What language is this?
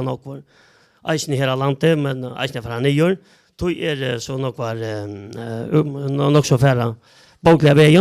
Faroese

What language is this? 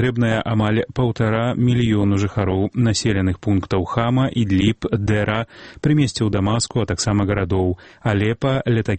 Belarusian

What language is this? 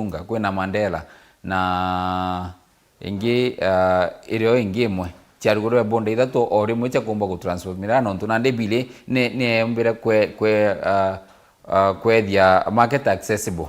Meru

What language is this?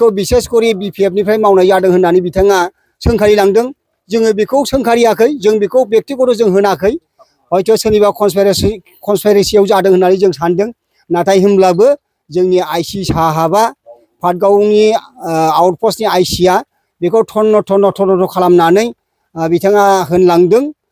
Bodo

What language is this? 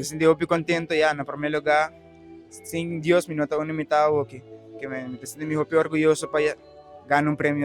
Papiamento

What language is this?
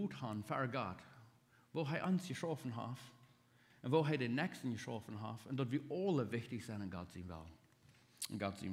Plautdietsch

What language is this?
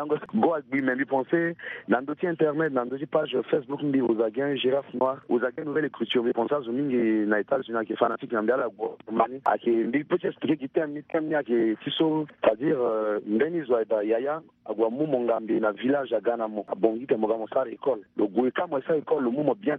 Sango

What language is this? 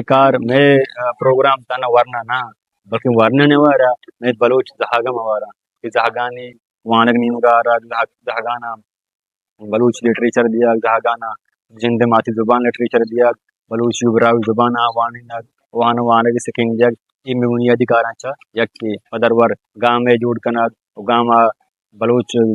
Baluchi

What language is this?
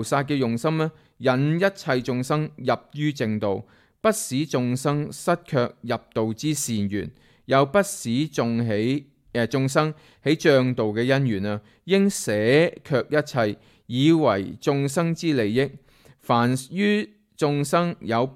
Cantonese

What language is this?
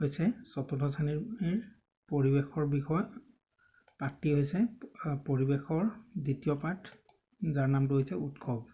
Assamese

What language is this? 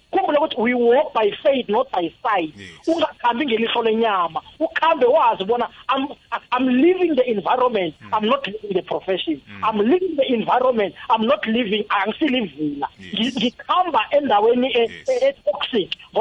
South Ndebele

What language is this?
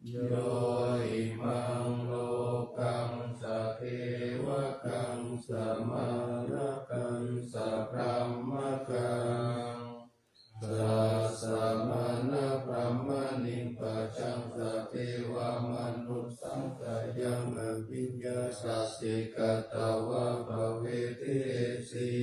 Pali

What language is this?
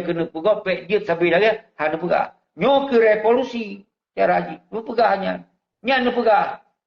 Achinese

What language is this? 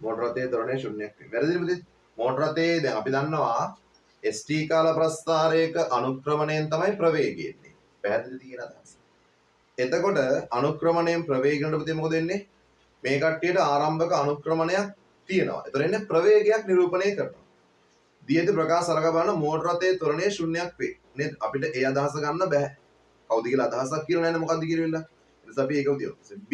Sinhala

